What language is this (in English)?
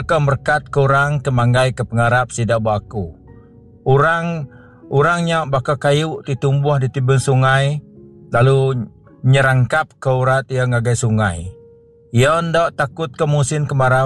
Iban